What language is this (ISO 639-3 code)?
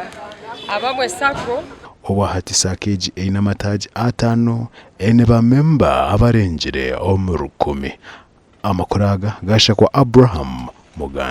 nyn